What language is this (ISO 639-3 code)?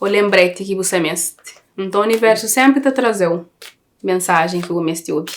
kea